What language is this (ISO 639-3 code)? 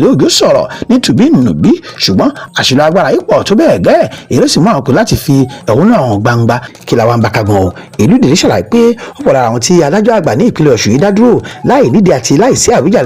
yor